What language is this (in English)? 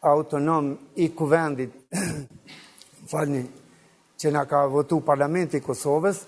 Albanian